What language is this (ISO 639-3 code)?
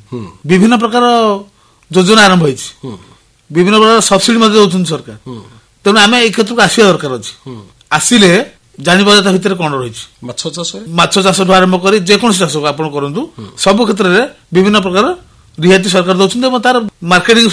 ori